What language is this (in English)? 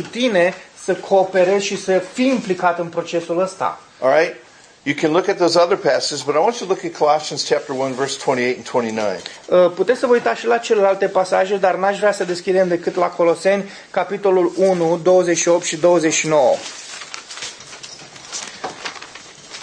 Romanian